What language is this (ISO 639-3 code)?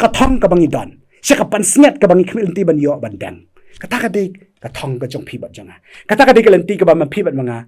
kha